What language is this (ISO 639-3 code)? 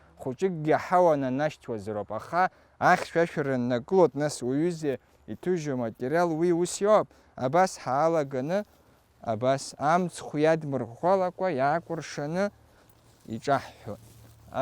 abk